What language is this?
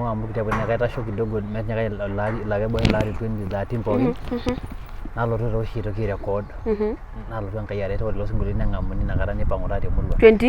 Masai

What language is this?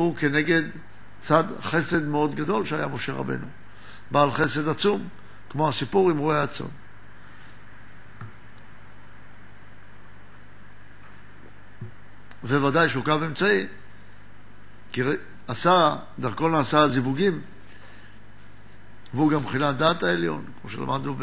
Hebrew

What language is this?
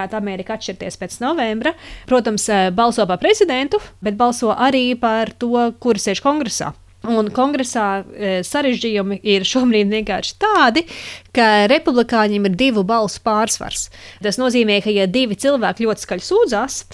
Latvian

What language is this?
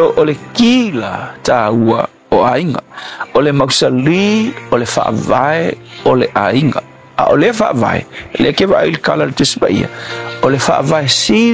Samoan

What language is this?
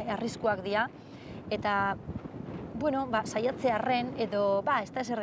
Basque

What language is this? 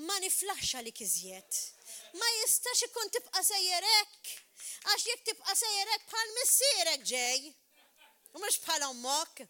Maltese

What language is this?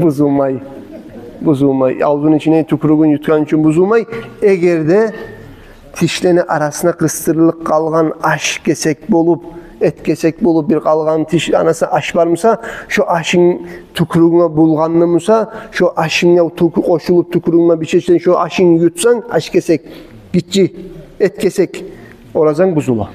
Kumyk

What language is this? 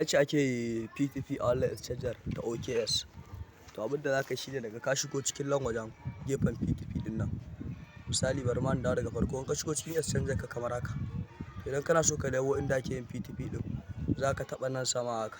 Hausa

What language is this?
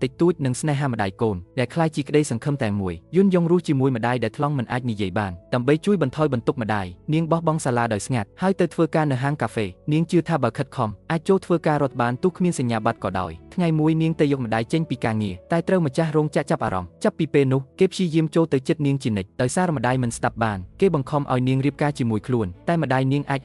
Khmer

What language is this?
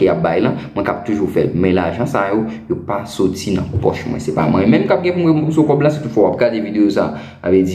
Haitian Creole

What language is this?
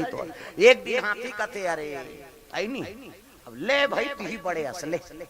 Chhattisgarhi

